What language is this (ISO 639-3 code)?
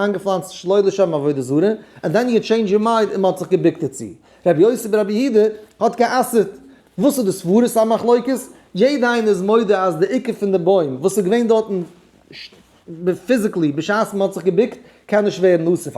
yid